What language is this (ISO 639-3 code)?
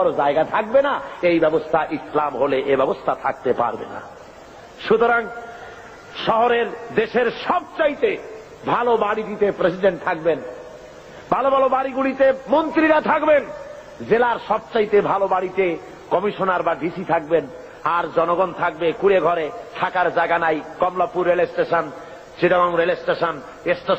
ben